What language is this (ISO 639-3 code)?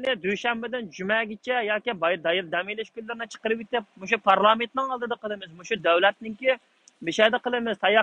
uig